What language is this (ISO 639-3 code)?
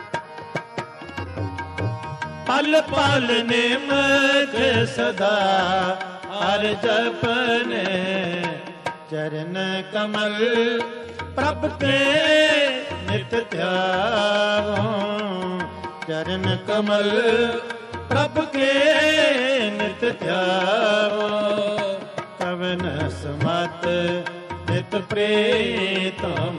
pan